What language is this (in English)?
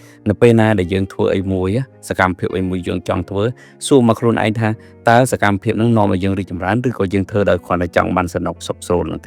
Khmer